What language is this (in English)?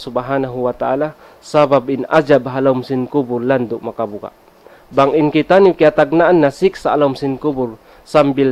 Tausug